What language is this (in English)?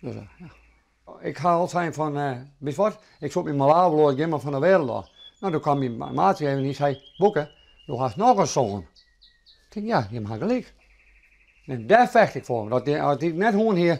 Western Frisian